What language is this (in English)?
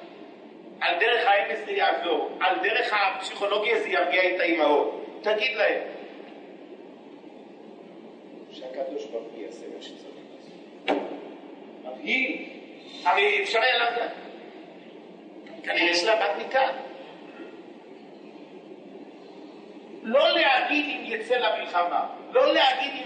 Hebrew